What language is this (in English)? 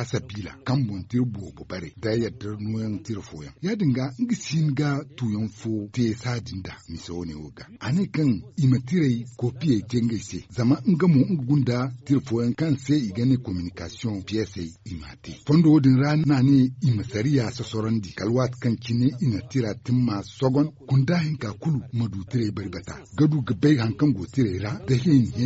Zarma